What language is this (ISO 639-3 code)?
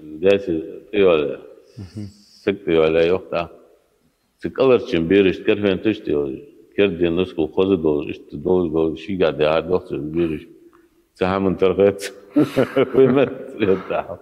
inh